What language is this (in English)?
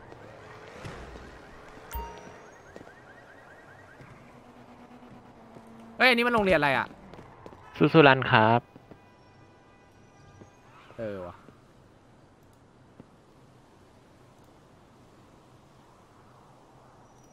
Thai